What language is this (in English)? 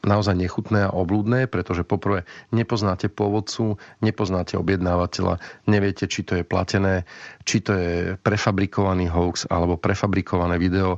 Slovak